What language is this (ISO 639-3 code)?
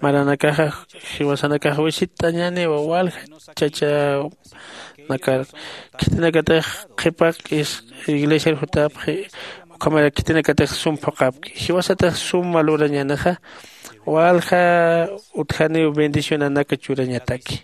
aym